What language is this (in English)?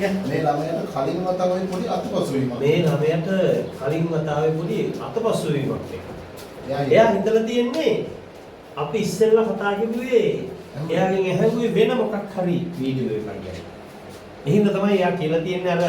Sinhala